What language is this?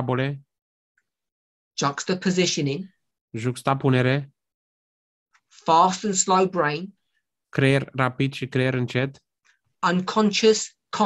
Romanian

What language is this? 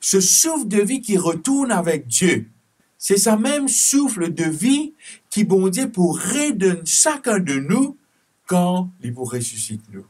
Morisyen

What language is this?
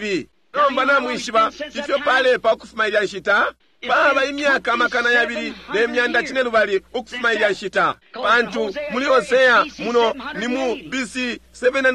Bemba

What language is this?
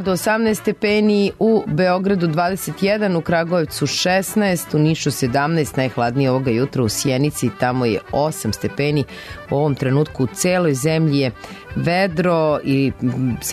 Serbian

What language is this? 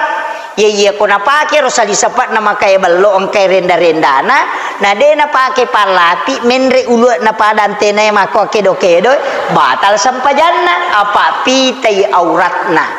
Buginese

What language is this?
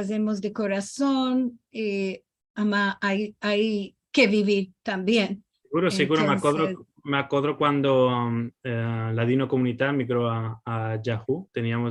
Ladino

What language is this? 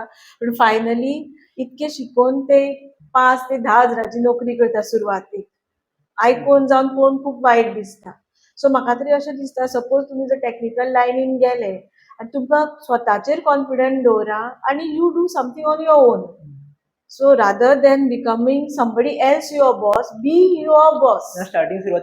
Konkani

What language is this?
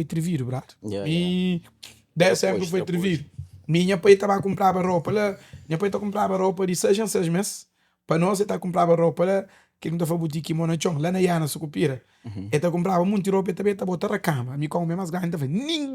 Kabuverdianu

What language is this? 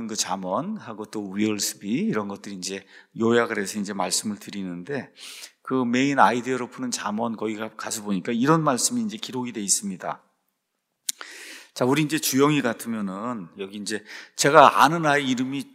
Korean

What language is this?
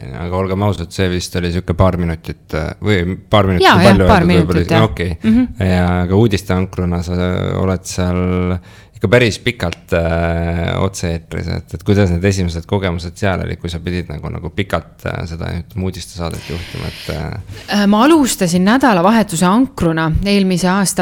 Estonian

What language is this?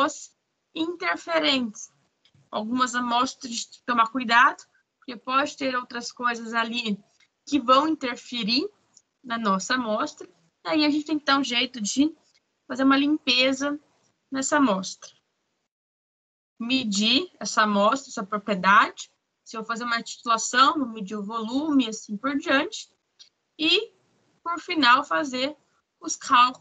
Portuguese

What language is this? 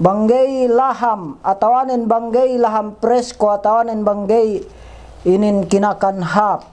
Yakan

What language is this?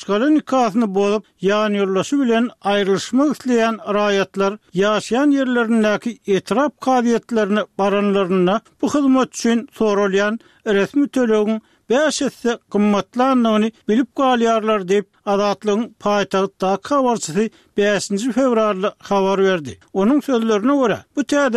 Turkmen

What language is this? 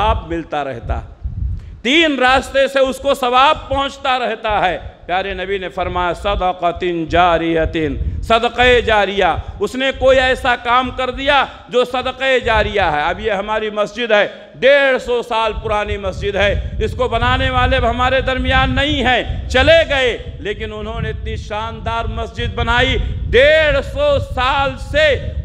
Urdu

